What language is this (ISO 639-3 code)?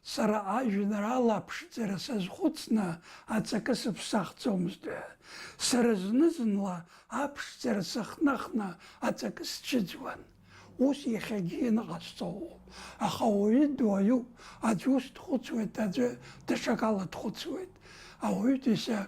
abk